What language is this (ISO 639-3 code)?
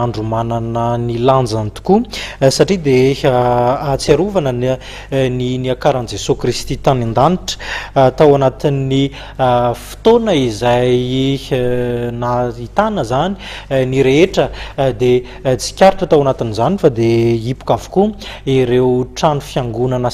mlg